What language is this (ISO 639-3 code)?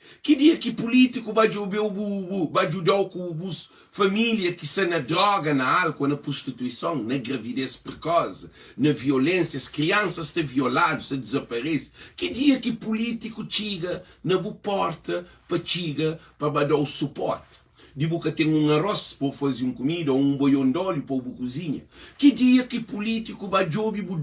kea